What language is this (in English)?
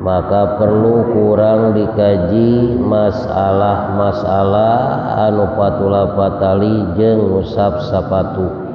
Sundanese